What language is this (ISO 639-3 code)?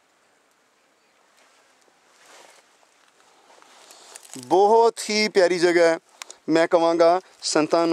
pan